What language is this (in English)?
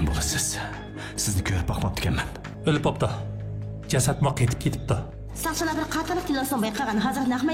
Uyghur